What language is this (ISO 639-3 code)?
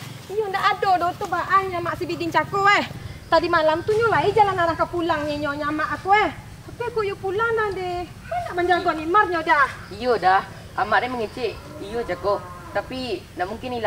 min